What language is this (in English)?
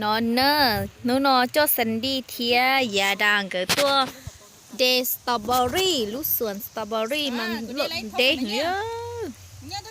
Hmong